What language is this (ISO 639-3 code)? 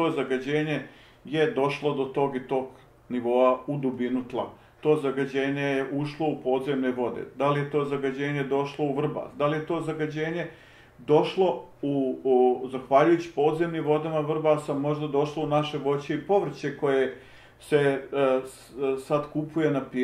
bos